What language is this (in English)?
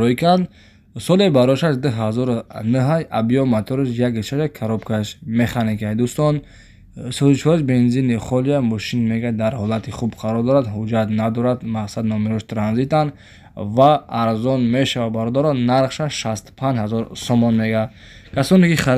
Tajik